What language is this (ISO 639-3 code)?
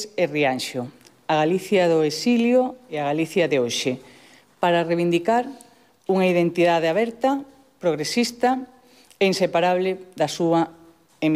glg